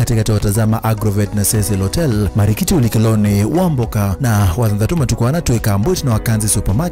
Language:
Kamba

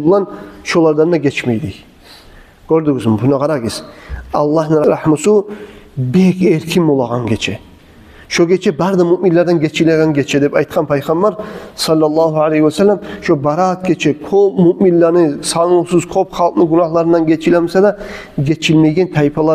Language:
Kumyk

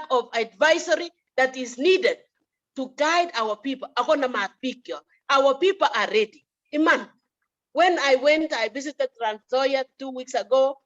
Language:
Kalenjin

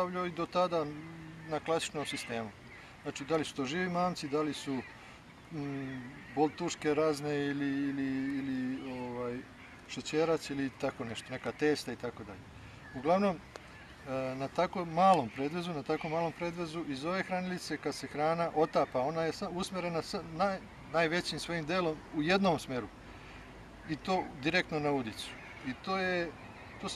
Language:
Serbian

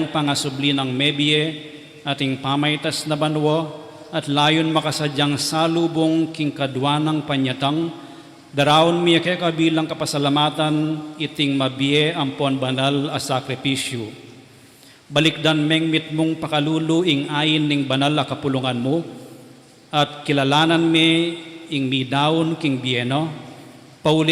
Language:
Pampanga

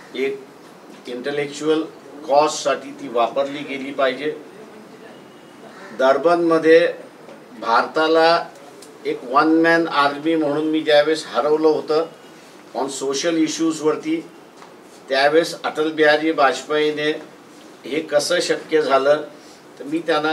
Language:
Marathi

